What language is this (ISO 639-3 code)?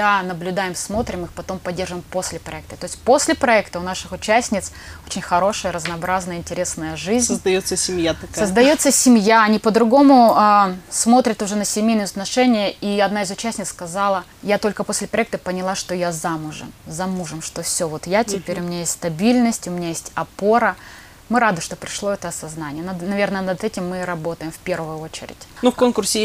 rus